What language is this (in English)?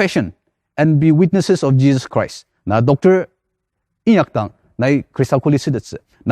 Ao Naga